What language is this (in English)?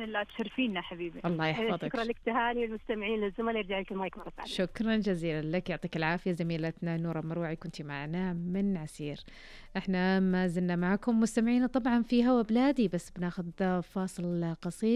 Najdi Arabic